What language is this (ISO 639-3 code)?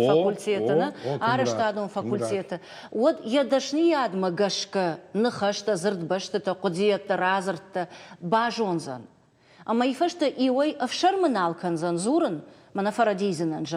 oss